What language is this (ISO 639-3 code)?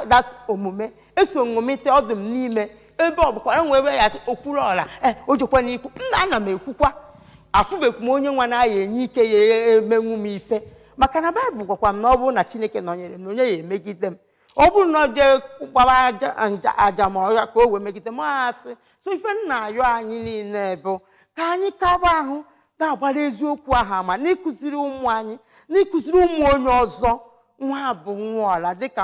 ibo